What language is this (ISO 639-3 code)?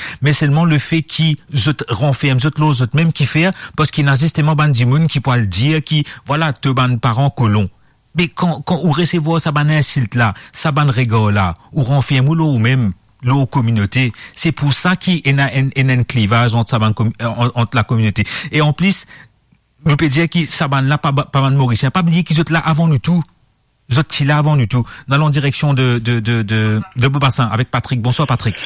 mfe